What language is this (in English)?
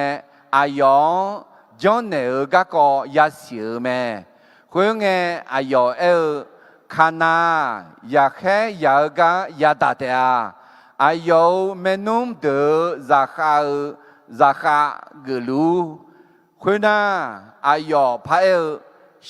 Akha